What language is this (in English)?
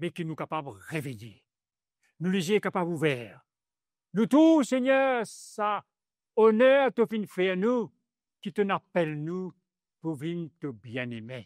Morisyen